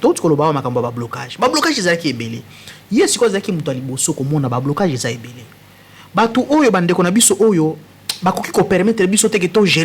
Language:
Lingala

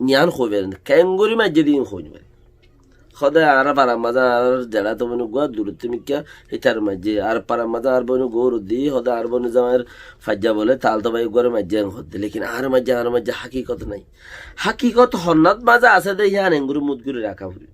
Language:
Rohingya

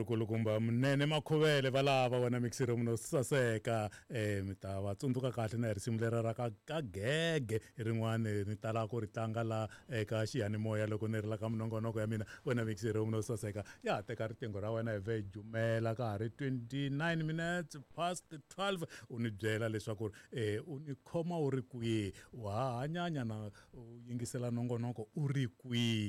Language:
Tsonga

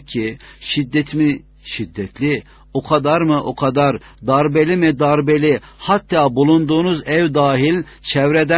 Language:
Turkish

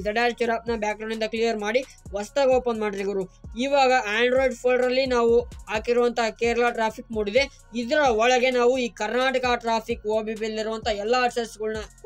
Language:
Kannada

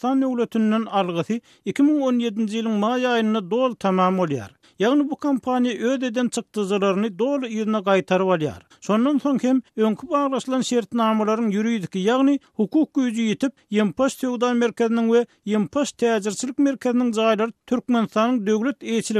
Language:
Turkmen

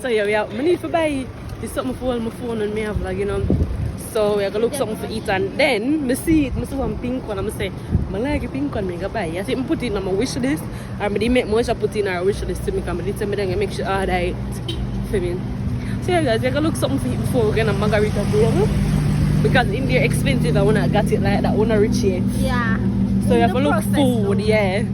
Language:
Jamaican Creole English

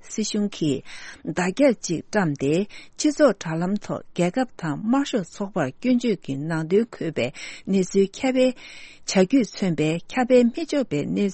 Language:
Tibetan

